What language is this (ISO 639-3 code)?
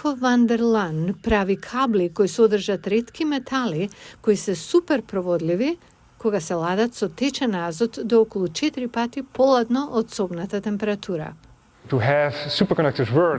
mkd